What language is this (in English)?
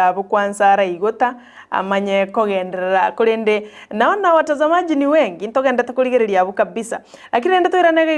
Gusii